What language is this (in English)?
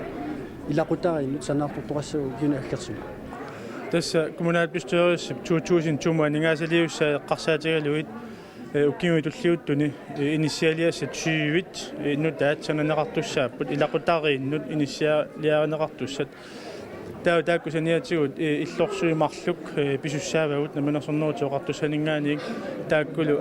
Kalaallisut